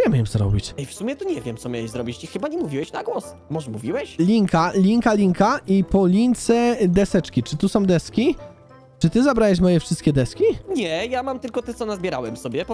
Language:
Polish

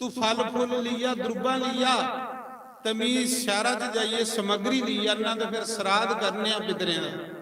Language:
Dogri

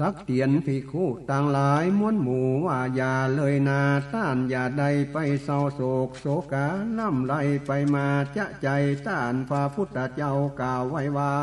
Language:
Northern Thai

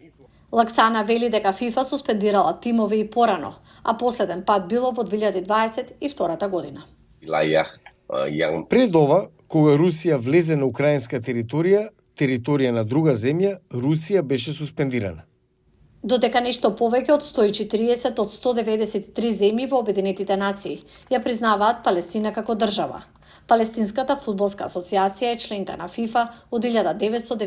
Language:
Macedonian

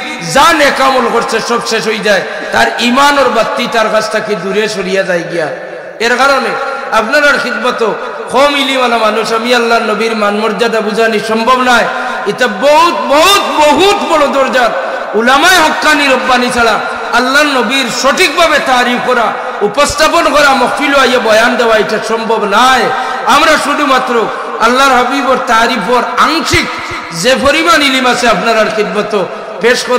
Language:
Sylheti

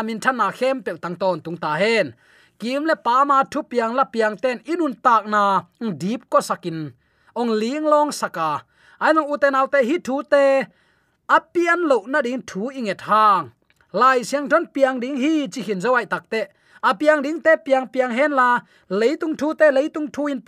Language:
Tedim Chin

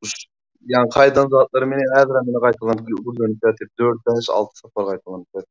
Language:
Turkmen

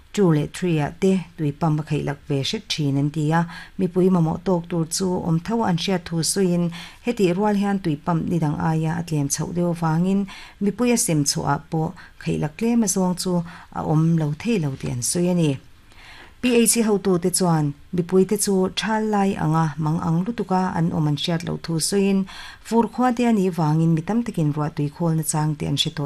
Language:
Mizo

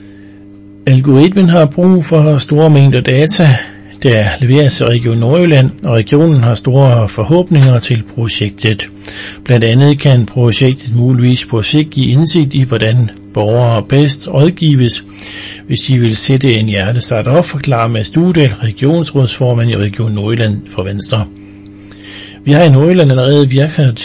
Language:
Danish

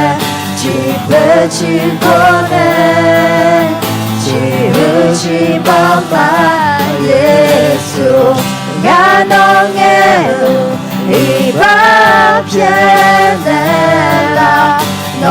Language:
Akha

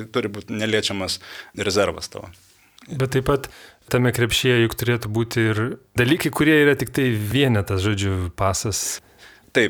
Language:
Lithuanian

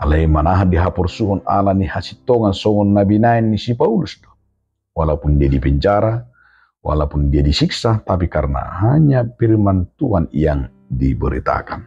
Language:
Batak Toba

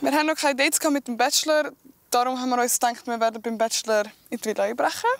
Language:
Swiss German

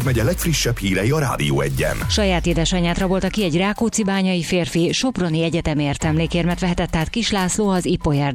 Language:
Hungarian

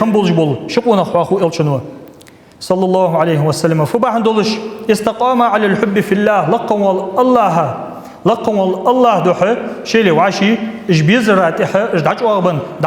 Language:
Ingush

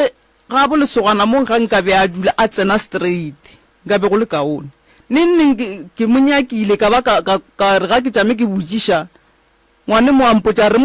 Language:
Northern Sotho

